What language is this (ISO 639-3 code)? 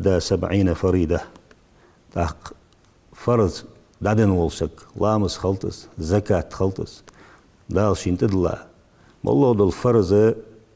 inh